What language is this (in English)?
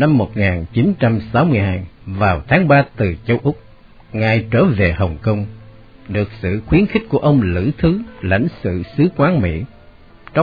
Vietnamese